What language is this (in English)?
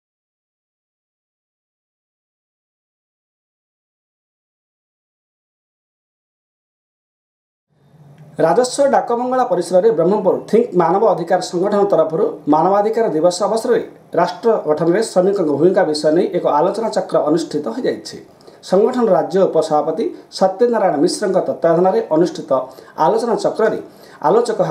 Odia